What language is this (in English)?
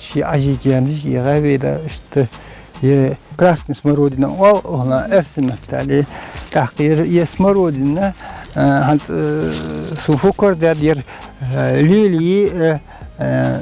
Ingush